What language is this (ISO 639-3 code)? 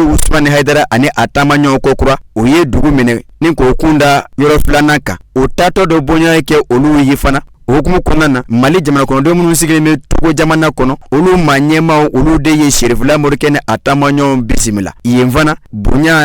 bam